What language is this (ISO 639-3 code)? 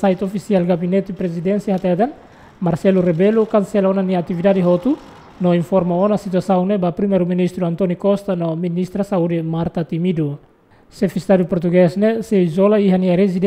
tet